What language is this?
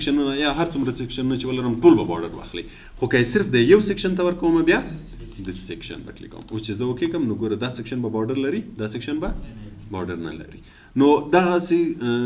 Pashto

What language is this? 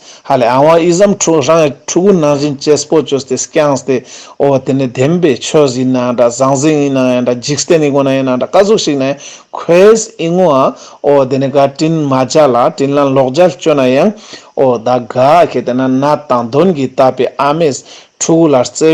Ladakhi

